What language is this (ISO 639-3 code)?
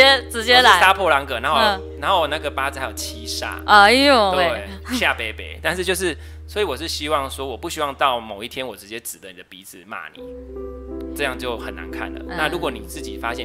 zho